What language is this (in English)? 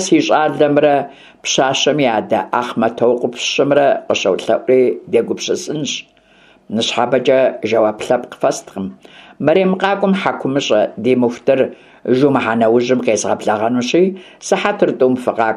Kabardian